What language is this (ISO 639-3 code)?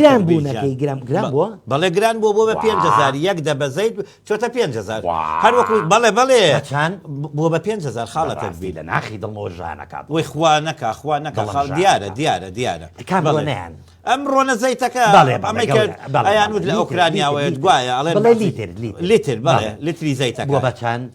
ckb